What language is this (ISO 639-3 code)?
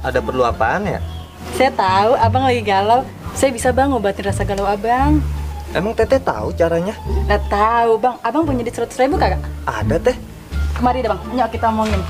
bew